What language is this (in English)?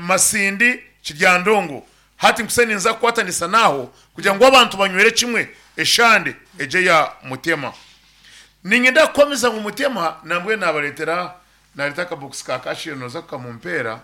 Nyankole